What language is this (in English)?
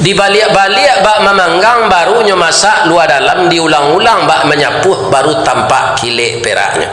Minangkabau